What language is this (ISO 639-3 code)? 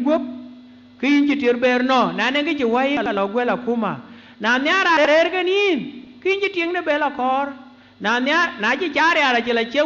din